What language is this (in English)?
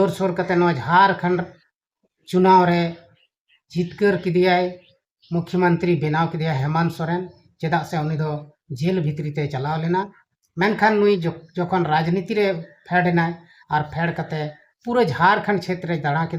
Santali